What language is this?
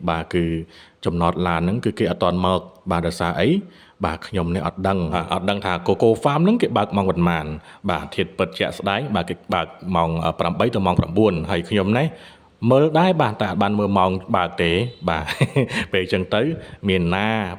Khmer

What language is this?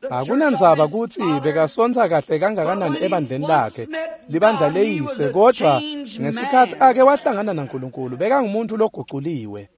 Swati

